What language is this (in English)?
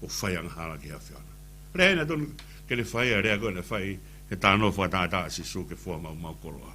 Tongan